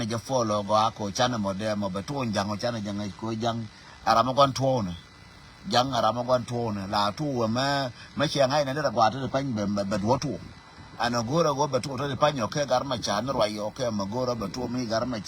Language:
Nuer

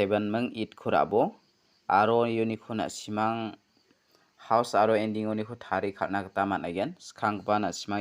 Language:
Garo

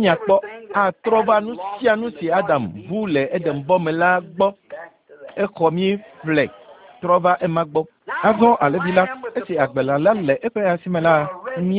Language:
Ewe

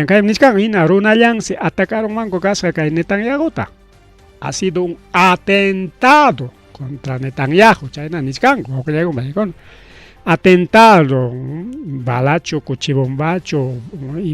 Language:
Ayacucho Quechua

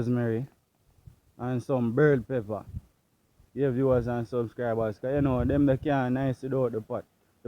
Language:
Jamaican Creole English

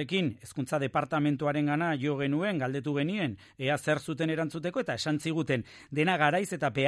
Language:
Basque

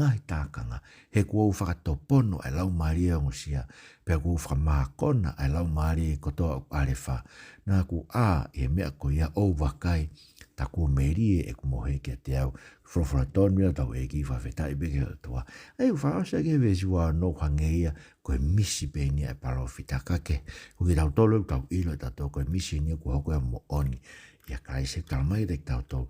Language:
Tongan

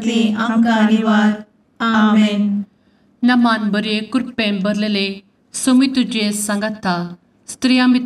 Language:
Konkani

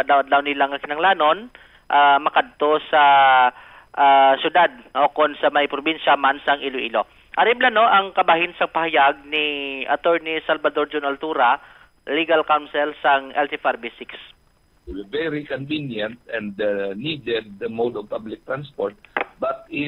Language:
Hiligaynon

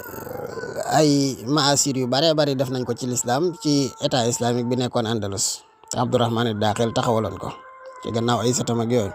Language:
Wolof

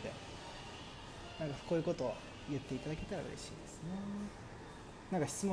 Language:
Japanese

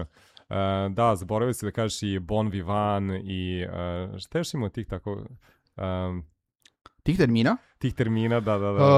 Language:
Serbian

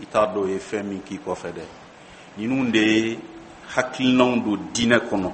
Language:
Bambara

